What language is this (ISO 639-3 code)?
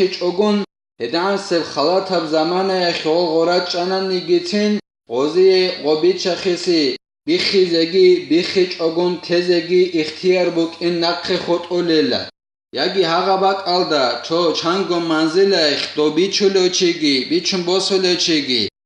ava